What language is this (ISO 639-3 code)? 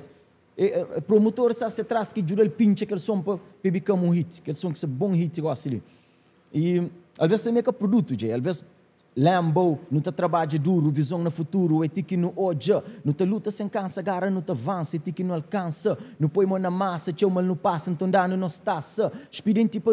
kea